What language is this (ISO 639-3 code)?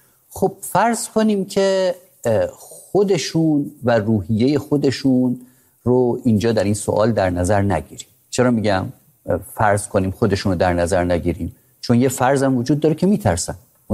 fas